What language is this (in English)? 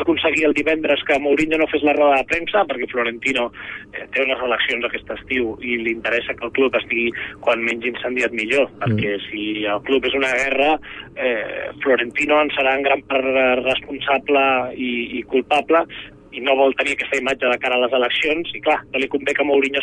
Catalan